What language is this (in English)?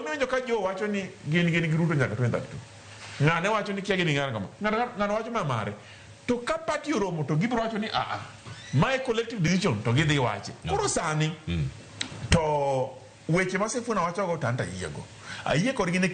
Luo (Kenya and Tanzania)